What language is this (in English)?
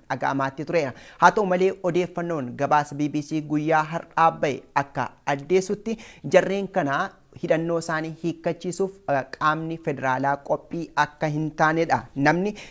Oromo